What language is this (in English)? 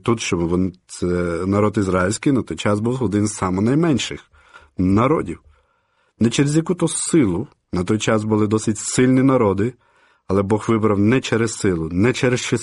Ukrainian